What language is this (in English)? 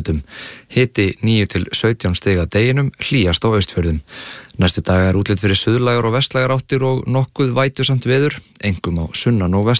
Icelandic